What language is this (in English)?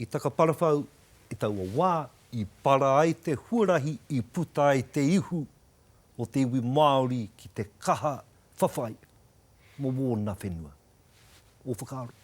Māori